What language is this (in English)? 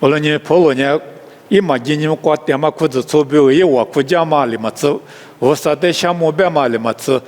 Lisu